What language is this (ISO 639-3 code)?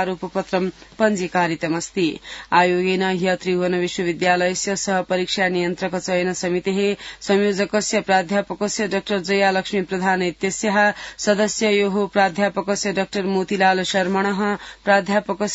san